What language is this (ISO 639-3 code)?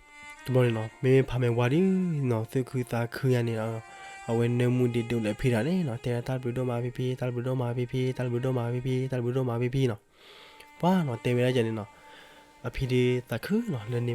ksw